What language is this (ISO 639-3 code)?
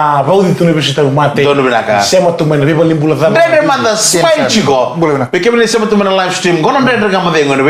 fij